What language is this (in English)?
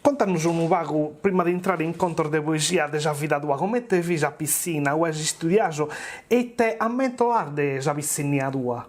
Sardinian